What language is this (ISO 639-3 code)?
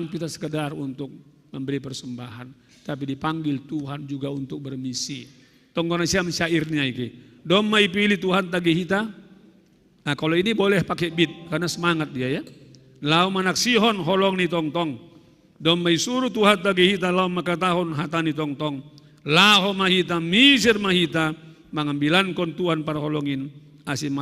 bts